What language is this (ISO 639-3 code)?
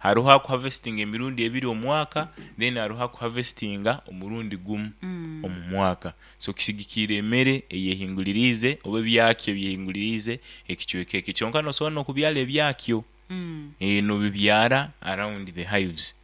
nyn